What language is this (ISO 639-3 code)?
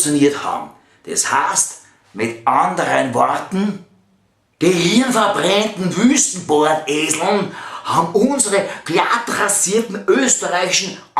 bar